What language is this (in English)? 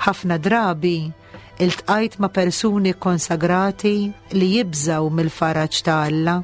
Maltese